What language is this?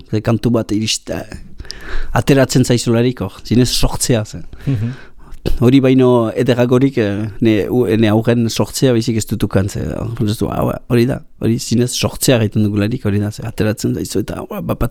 Basque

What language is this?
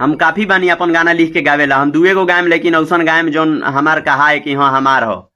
Bhojpuri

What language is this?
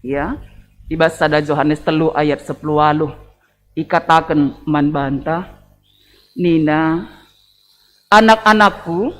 Batak Karo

